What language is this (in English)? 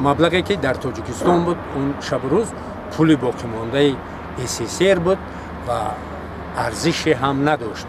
Tajik